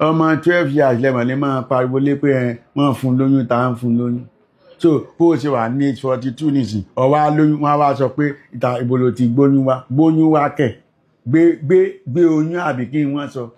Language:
Yoruba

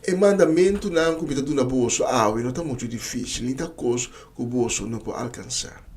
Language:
Papiamento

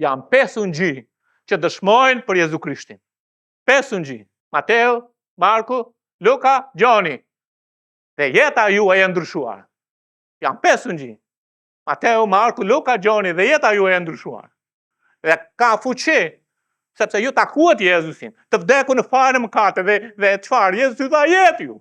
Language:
Albanian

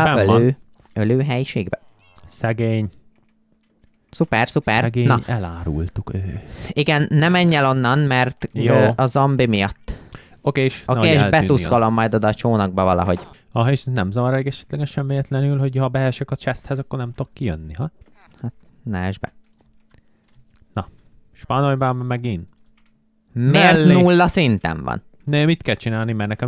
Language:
Hungarian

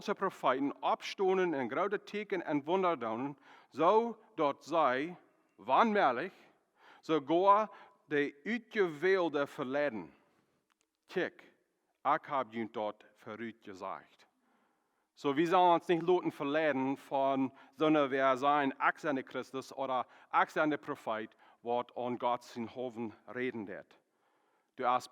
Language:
Plautdietsch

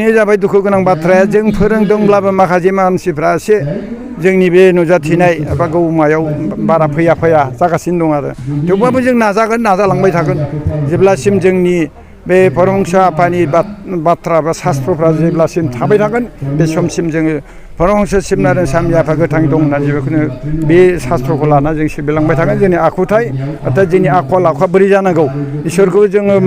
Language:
Bodo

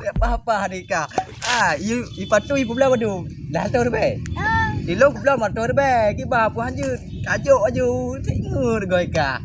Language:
Achinese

